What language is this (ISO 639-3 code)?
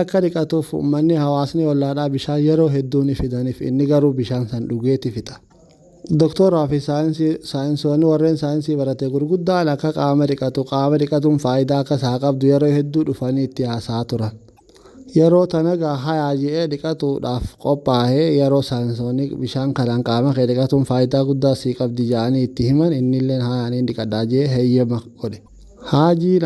orm